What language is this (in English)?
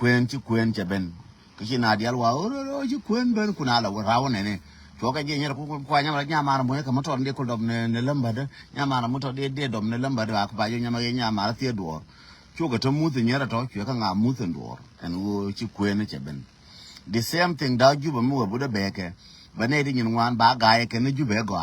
Nuer